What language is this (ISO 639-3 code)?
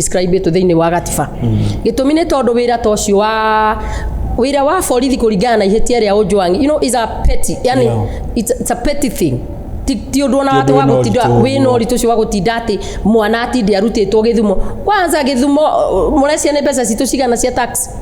kik